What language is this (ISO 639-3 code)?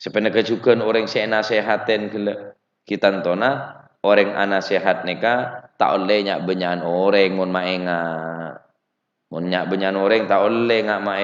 mad